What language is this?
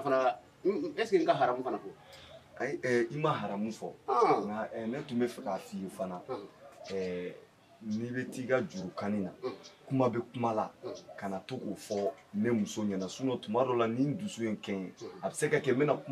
Shona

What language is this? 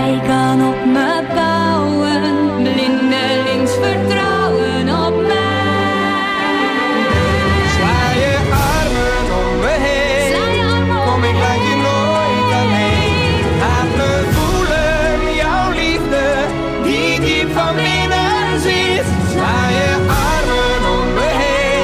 Dutch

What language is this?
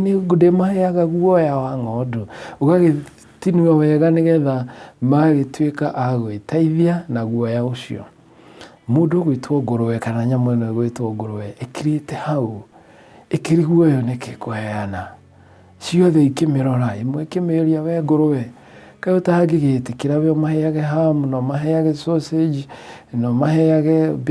Kikuyu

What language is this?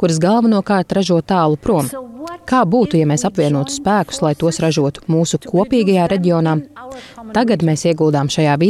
Latvian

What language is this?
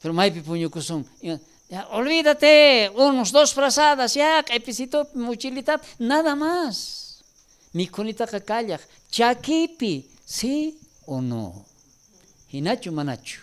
South Bolivian Quechua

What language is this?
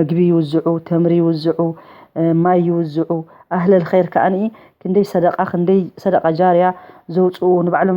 Tigrinya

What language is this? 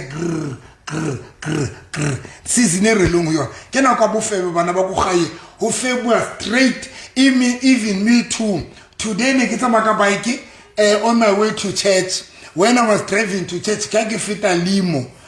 Southern Sotho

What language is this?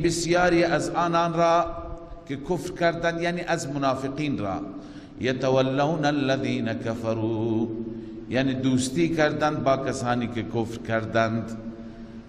Persian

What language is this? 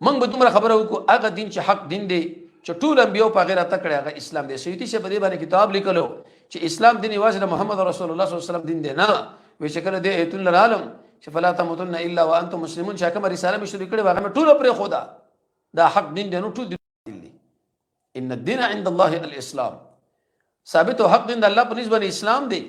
Pashto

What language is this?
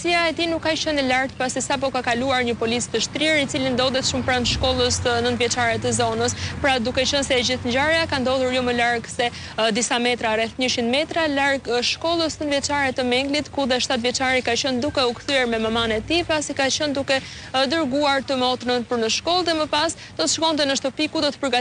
Albanian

